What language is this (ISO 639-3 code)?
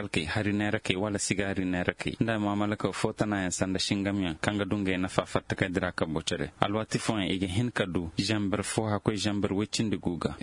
dje